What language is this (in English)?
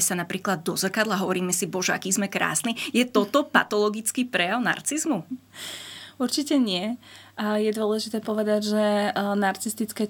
Slovak